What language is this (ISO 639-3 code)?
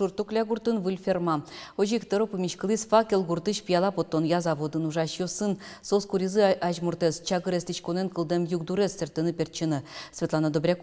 udm